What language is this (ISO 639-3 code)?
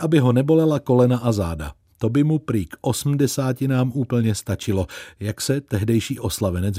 ces